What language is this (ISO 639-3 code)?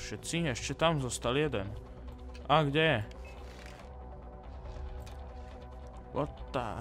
slk